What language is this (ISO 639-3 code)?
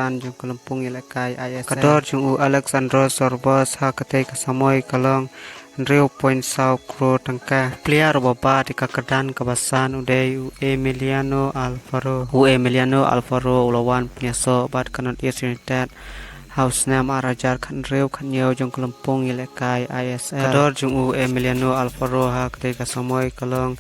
kha